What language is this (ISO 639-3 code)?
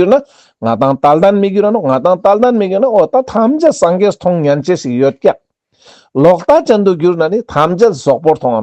lbj